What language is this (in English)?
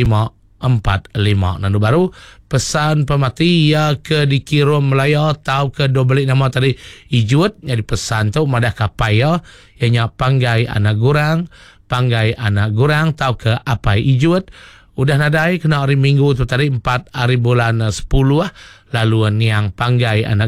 Iban